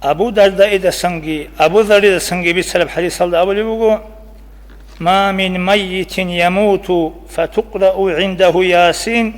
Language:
Avaric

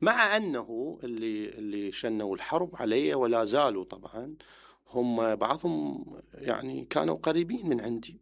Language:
Mesopotamian Arabic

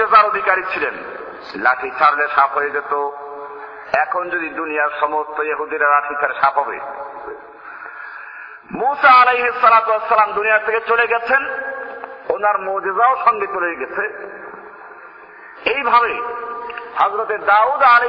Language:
Bangla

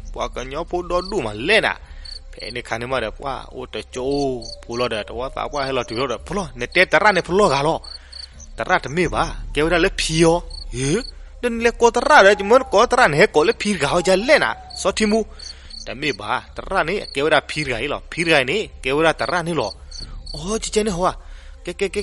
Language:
S'gaw Karen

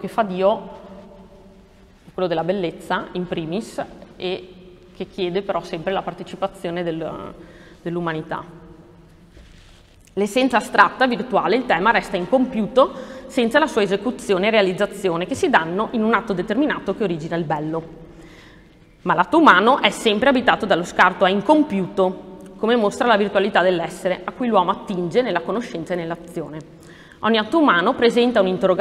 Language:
Italian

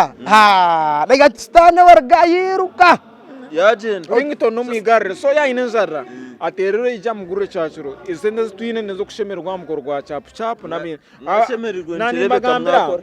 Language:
Nyankole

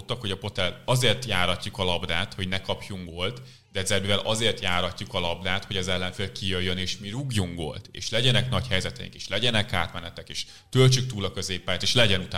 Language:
Hungarian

